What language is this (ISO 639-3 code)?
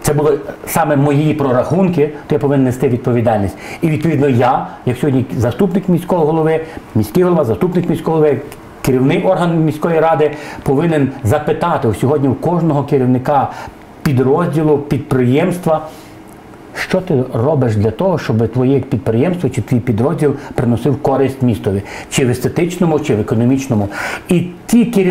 ukr